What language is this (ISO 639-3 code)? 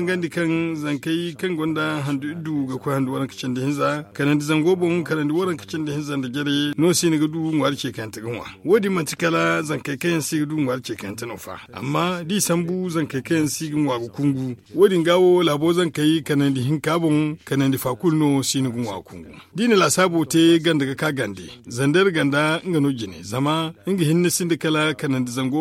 dje